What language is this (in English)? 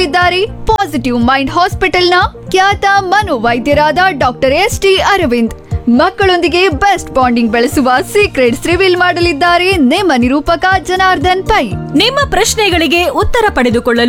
Kannada